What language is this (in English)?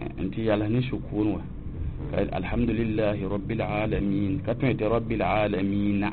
Mossi